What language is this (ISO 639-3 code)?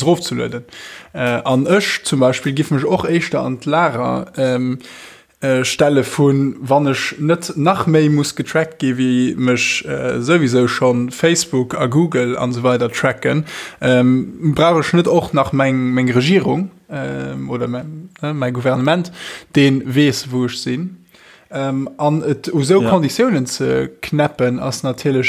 ltz